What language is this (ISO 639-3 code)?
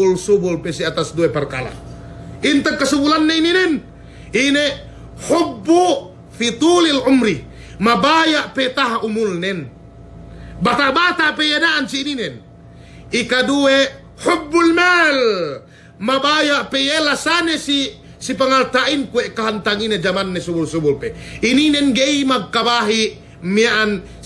yka